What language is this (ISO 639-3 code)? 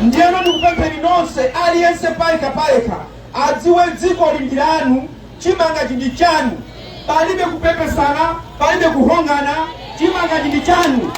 nya